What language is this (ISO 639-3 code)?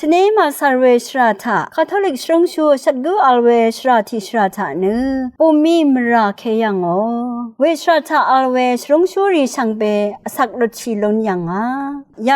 raw